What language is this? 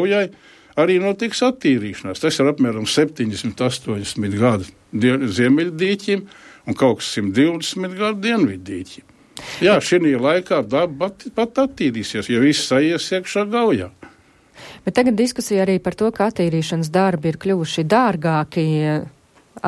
Latvian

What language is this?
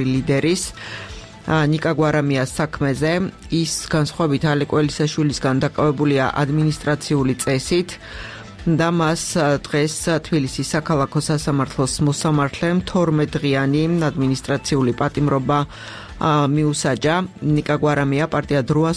Georgian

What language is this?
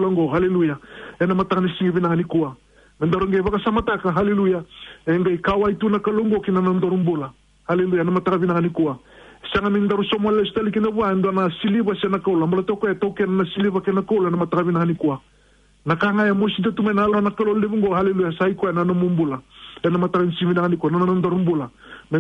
Fijian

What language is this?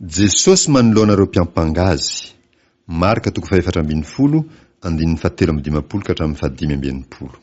Malagasy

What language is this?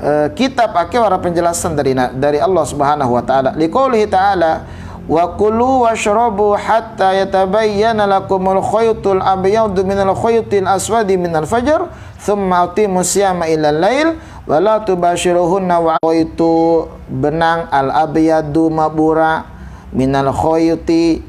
Bima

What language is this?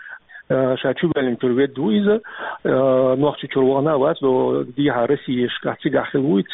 Chechen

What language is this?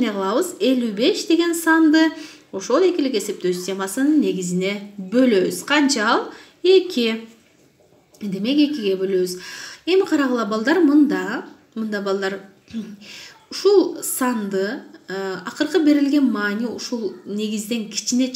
Kyrgyz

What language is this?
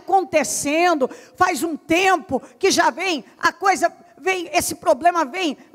Portuguese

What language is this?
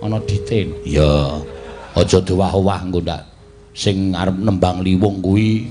Javanese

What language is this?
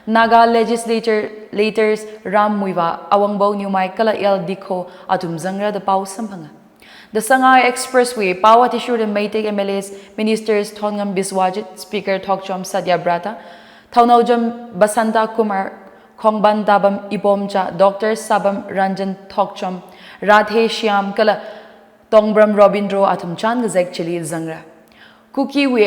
Tangkhul Naga (India)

